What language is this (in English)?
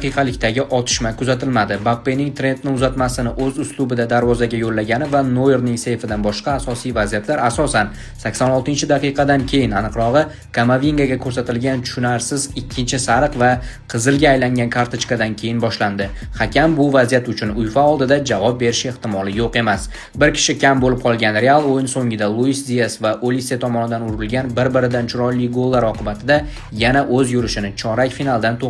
Uzbek